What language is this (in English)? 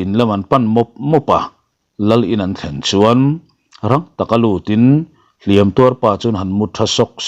Mizo